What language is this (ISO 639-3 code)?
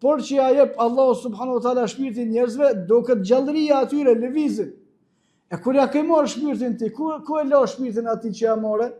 sqi